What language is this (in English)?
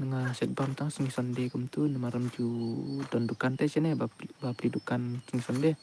Khasi